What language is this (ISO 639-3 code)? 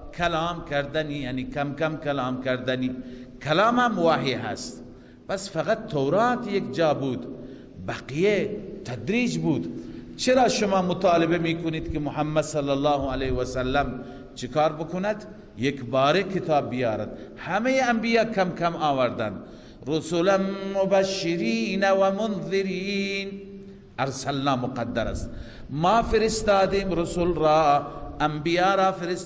fas